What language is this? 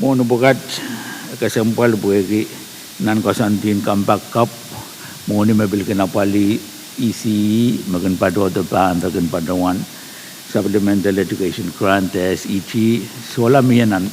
Pohnpeian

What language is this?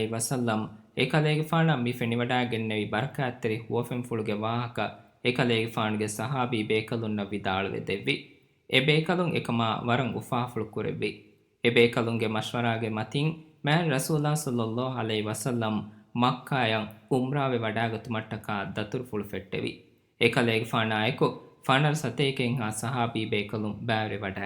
Divehi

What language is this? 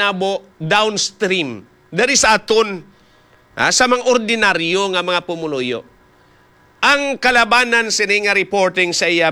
Hiligaynon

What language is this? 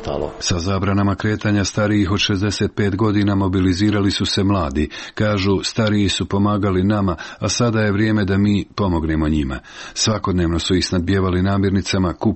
Croatian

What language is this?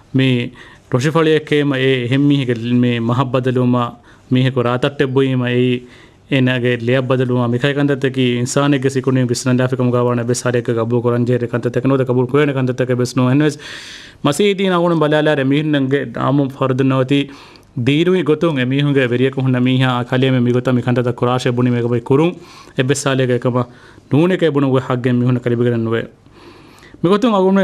Divehi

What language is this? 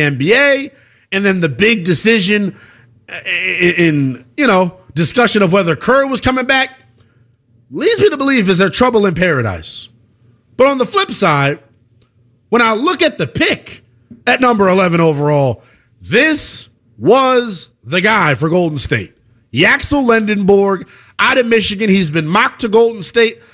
English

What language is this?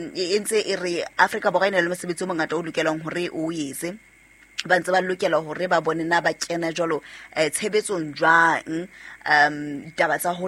Southern Sotho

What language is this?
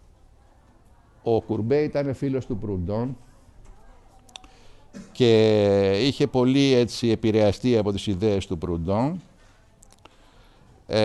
Greek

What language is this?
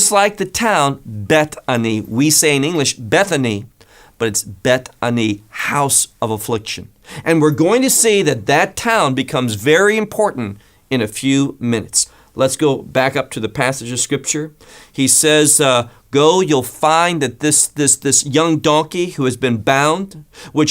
English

